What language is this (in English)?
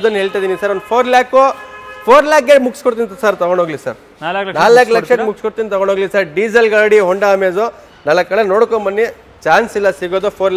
Kannada